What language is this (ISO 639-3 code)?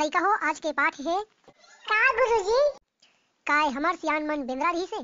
hne